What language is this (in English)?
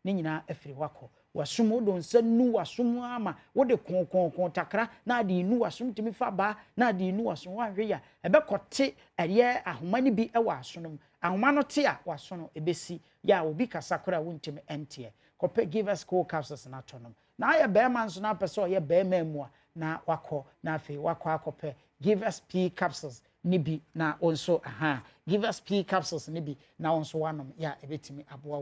Akan